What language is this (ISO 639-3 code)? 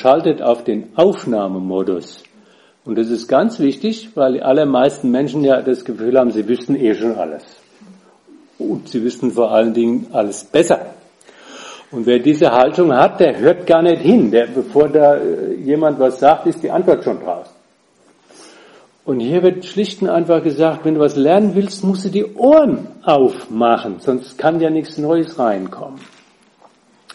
deu